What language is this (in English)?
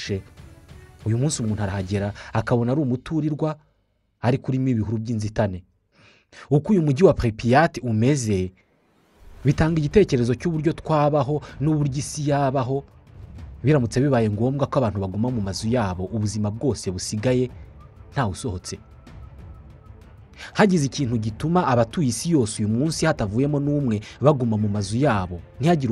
Kinyarwanda